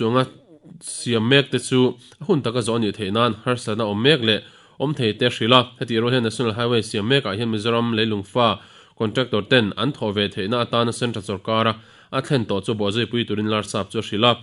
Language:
Mizo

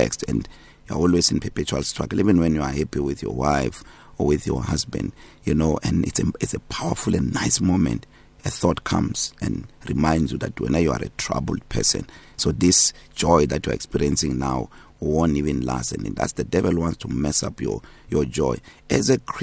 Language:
English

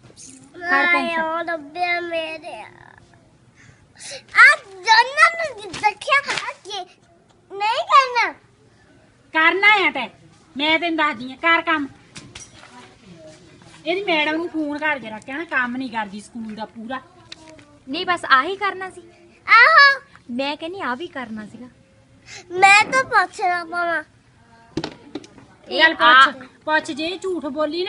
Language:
Punjabi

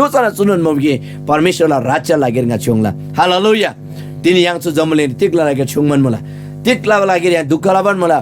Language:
Eastern Tamang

